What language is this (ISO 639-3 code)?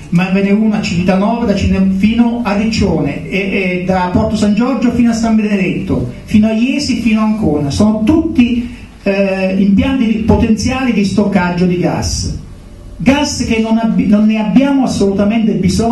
ita